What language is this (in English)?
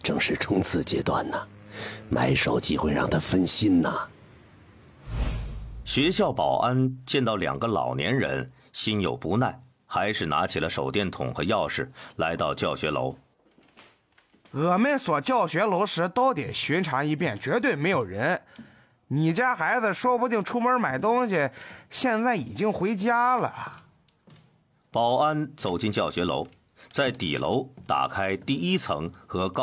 Chinese